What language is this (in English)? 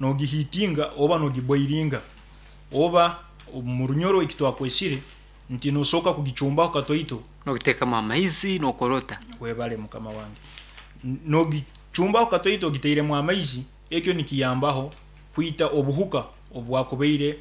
Nyankole